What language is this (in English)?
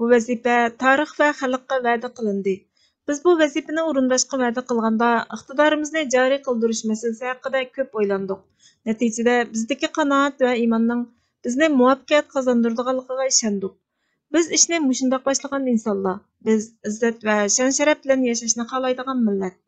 Uyghur